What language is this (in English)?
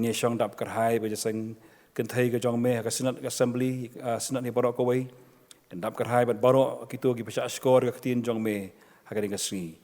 Khasi